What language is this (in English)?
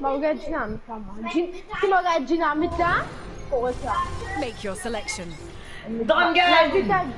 Morisyen